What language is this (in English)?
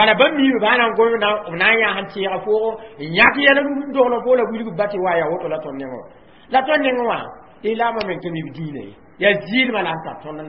Mossi